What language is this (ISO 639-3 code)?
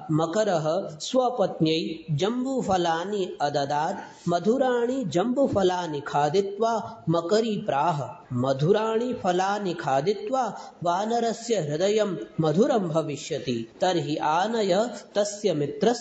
san